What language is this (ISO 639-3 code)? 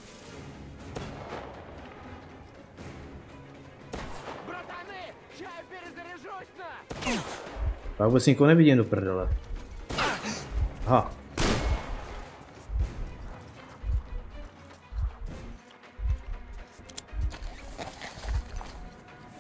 ces